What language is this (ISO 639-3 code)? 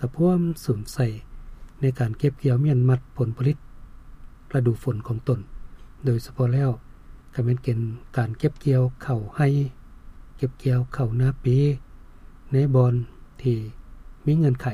lao